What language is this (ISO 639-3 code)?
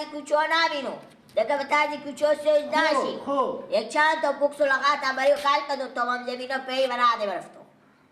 fas